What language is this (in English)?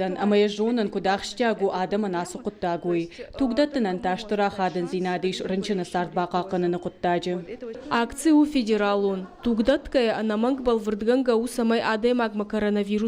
Ossetic